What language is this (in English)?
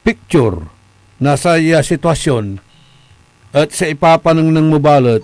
Pangasinan